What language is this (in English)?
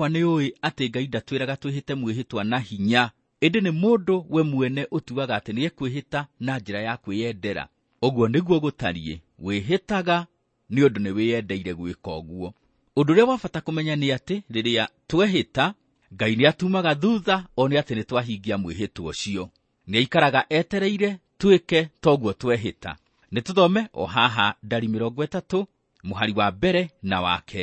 Kikuyu